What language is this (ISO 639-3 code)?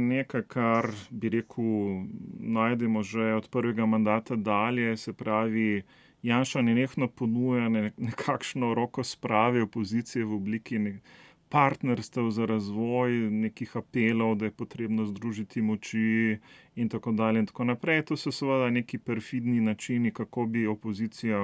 slv